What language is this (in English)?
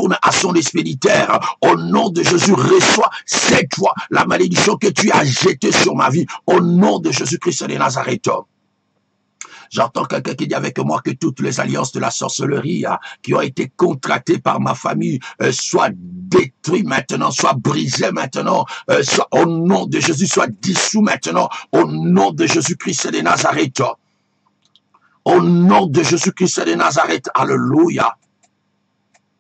French